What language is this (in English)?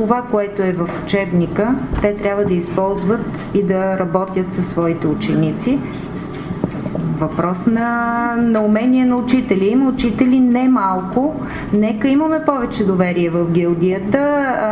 Bulgarian